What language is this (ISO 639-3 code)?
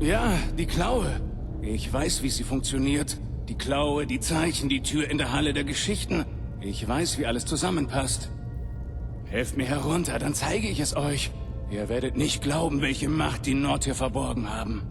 bar